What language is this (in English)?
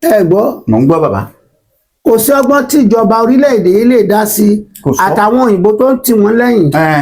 Yoruba